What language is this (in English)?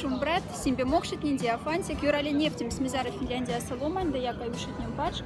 Moksha